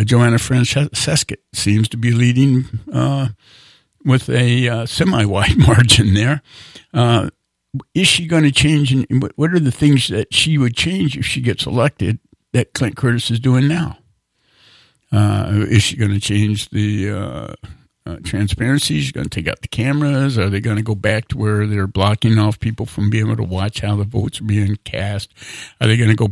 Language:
English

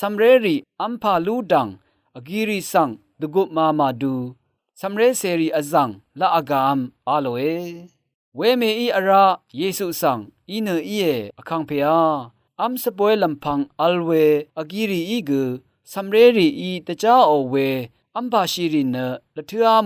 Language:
Rawang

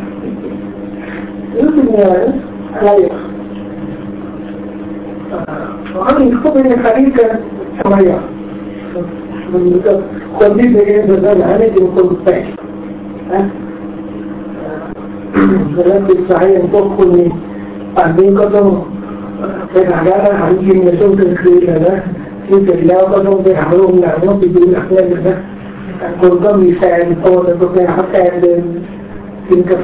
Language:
Thai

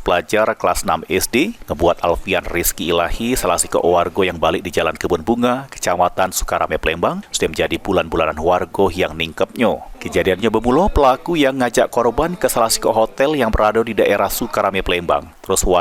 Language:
Musi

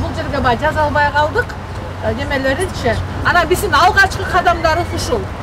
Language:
Kyrgyz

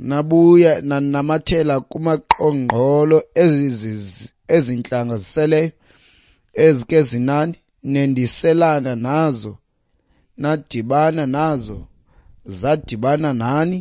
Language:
Xhosa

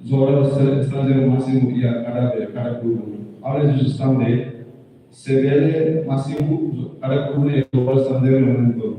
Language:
Tetum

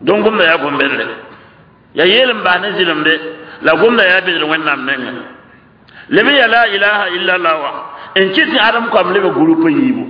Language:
Mossi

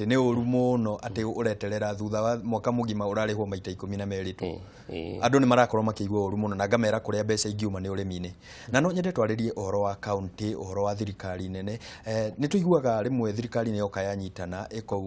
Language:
Kikuyu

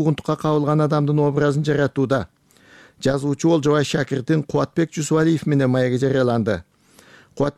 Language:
Kyrgyz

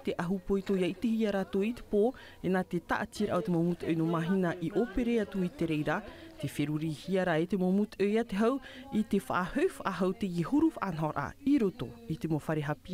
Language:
Tahitian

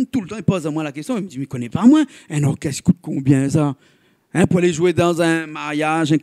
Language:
Réunion Creole French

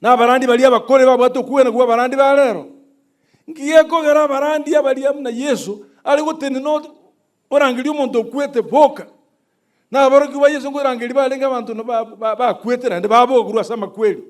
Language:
Gusii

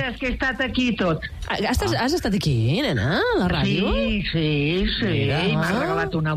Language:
Catalan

